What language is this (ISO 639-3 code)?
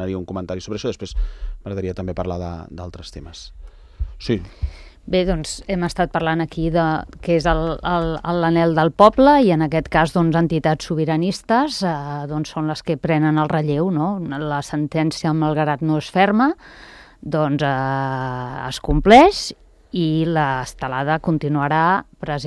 cat